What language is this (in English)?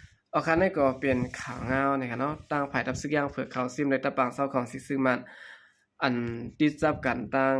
Shan